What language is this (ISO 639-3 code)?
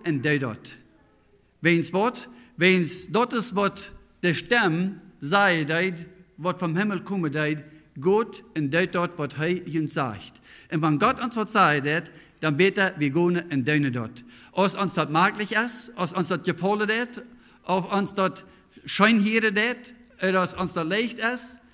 pdt